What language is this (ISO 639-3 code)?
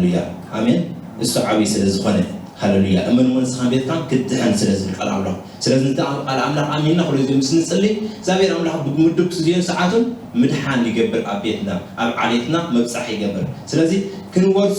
tir